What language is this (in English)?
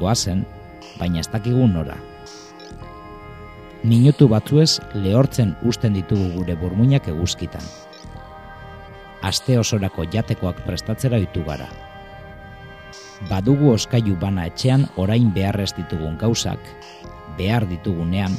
Basque